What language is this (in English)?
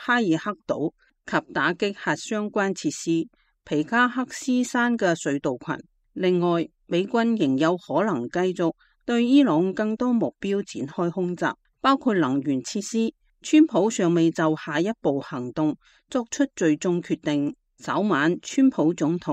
Cantonese